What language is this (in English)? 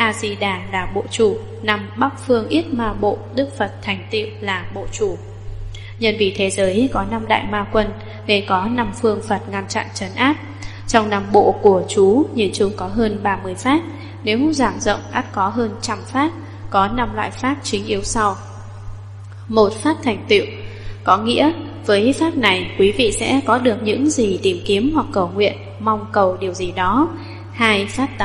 Vietnamese